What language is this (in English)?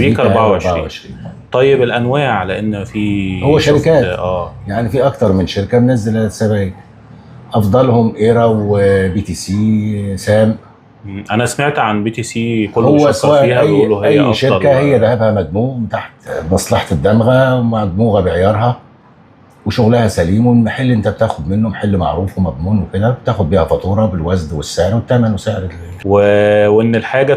Egyptian Arabic